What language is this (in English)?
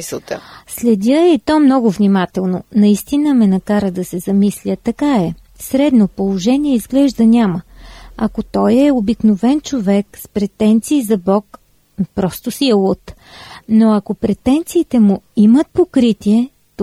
Bulgarian